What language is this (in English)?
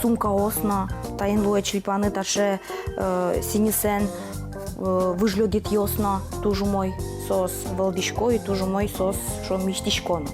Udmurt